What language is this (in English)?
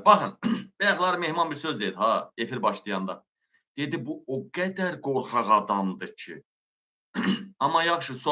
Azerbaijani